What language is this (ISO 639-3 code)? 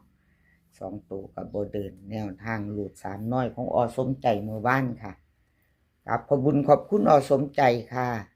tts